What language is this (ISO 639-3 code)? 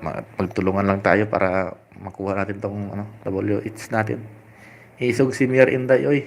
hil